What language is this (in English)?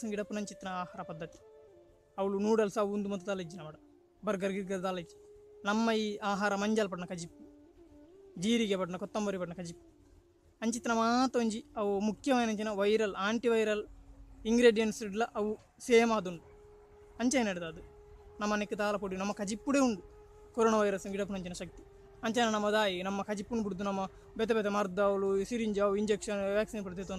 Tulu